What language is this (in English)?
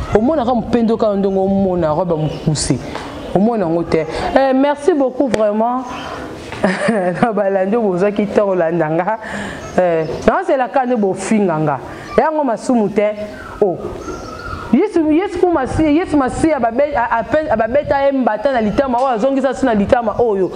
Lingala